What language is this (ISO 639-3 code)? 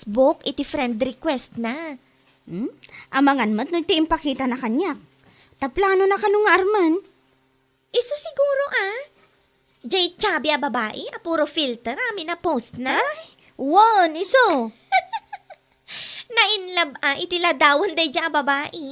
ilo